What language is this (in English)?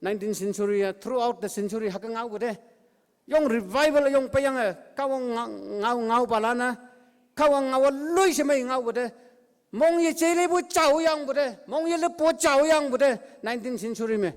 Konyak Naga